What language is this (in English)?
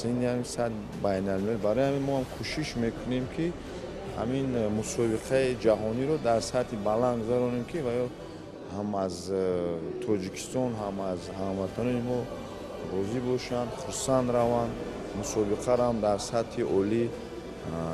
Tajik